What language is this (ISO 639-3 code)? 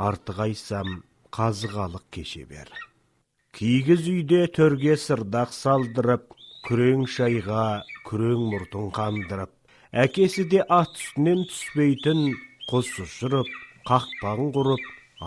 kaz